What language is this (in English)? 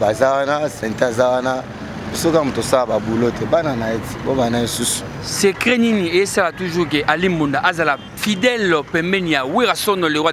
Lingala